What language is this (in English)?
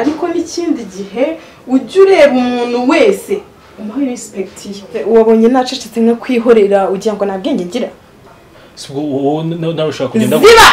Kinyarwanda